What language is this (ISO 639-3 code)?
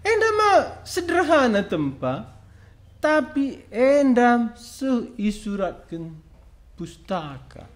btx